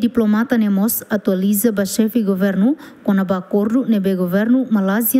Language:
Tetum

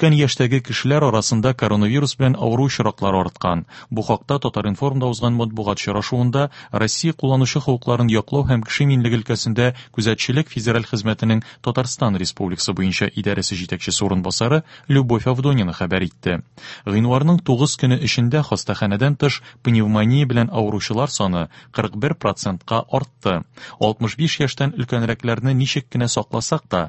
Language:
Tatar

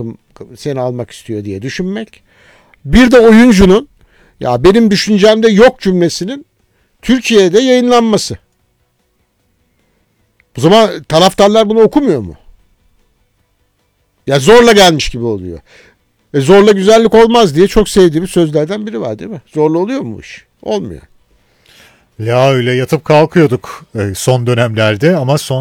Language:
Turkish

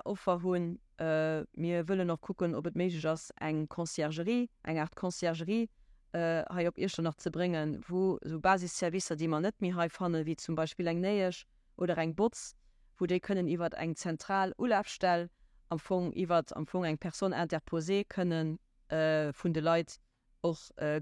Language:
Luxembourgish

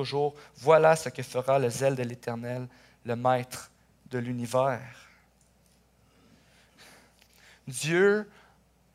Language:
French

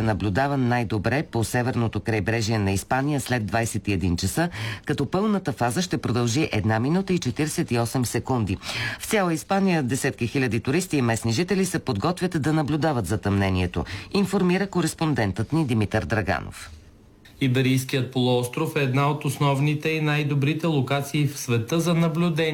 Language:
Bulgarian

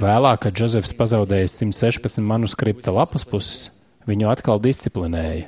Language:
Latvian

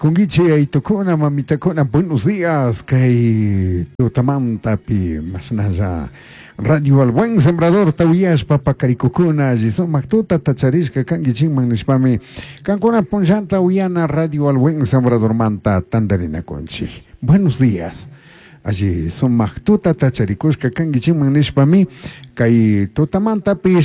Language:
Chimborazo Highland Quichua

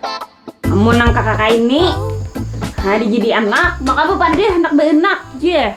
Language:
Banjar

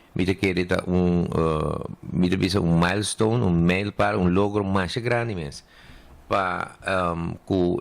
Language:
Papiamento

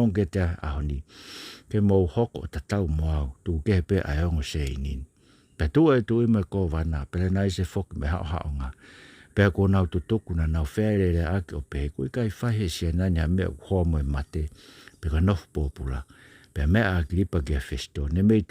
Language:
Tongan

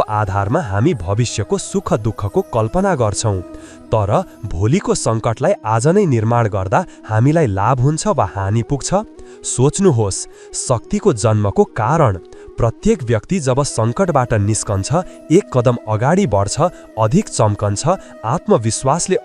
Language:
Nepali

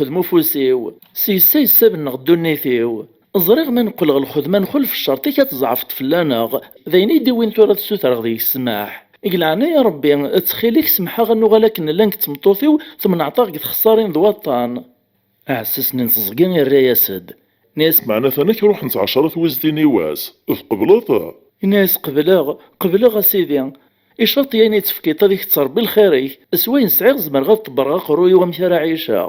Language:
Kabyle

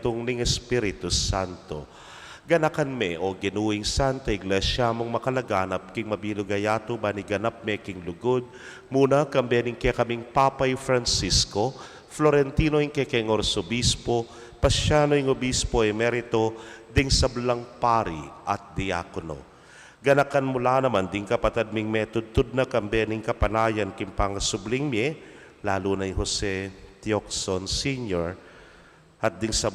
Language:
Pampanga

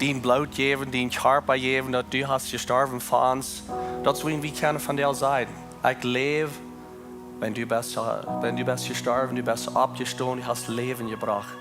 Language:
Plautdietsch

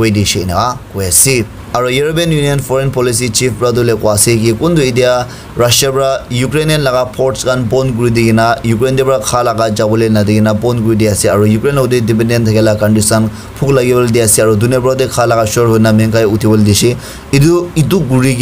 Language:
Naga Pidgin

